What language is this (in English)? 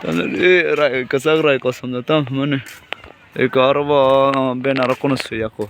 Kok Borok